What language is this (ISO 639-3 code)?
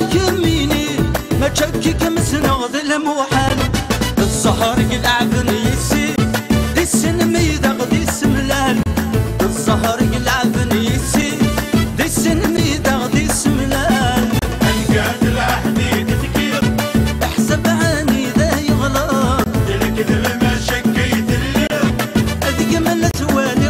kab